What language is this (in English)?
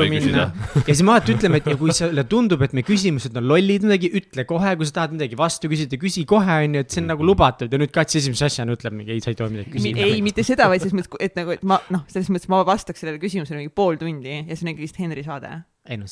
Estonian